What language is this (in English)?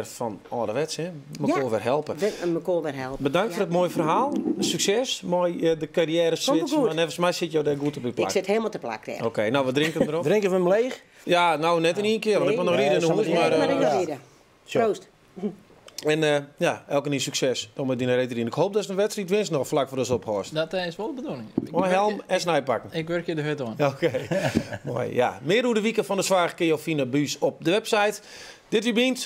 Western Frisian